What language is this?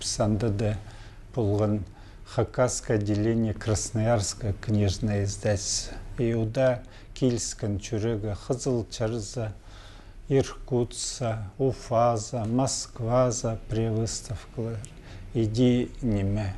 Khakas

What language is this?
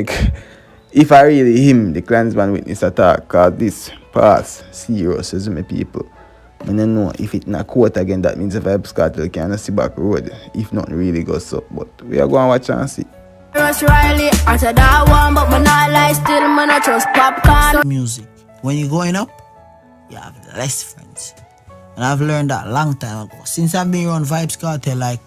Jamaican Creole English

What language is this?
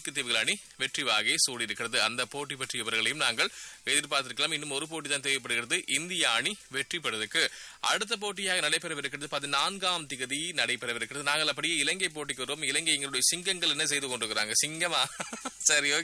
Tamil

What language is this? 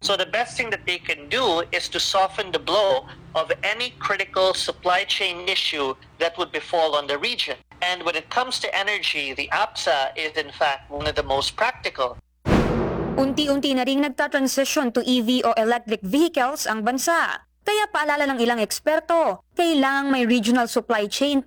Filipino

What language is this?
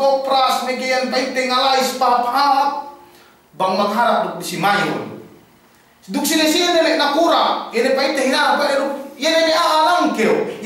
Yakan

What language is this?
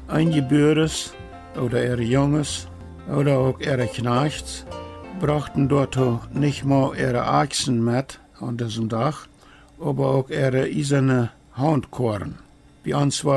Plautdietsch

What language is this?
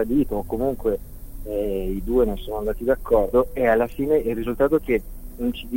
Italian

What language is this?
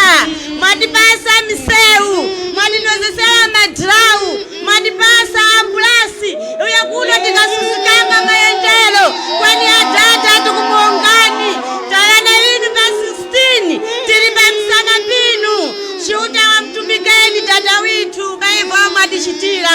Tumbuka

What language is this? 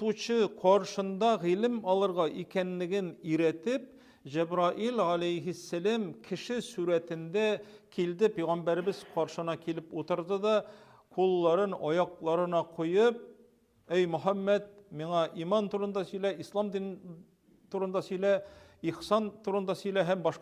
Tatar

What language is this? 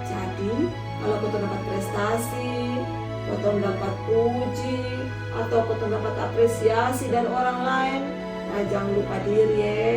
Kupang Malay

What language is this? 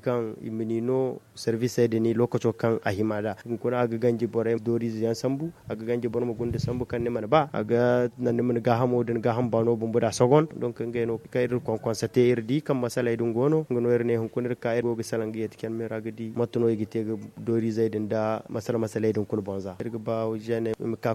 Zarma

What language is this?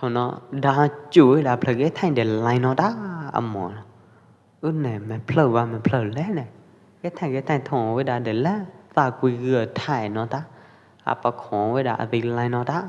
Pwo Eastern Karen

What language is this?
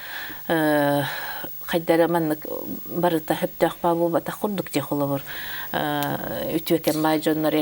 Yakut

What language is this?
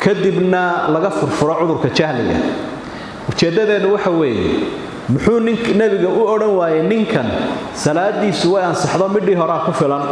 Somali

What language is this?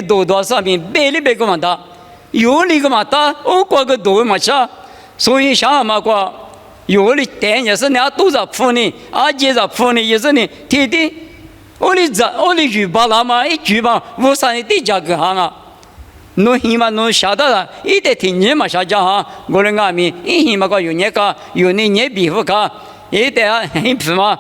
Lisu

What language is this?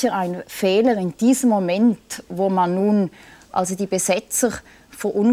German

